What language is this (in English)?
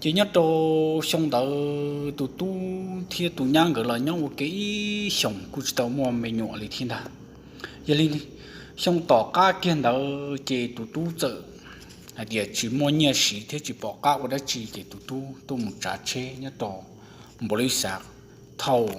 Hmong